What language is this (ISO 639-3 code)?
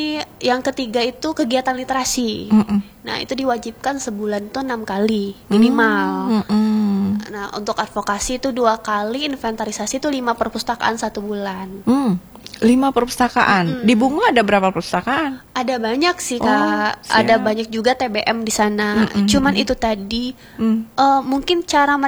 ind